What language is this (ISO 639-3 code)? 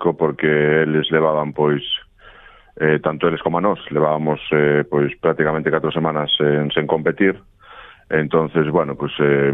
glg